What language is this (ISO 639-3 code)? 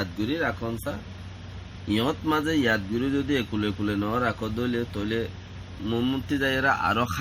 rhg